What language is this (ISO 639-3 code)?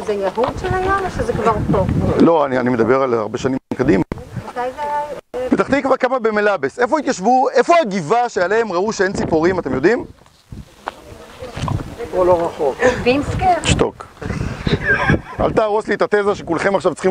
heb